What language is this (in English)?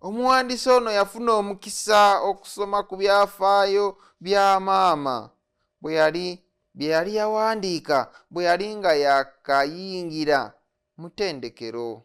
Ganda